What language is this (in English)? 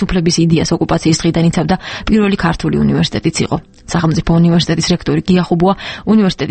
Georgian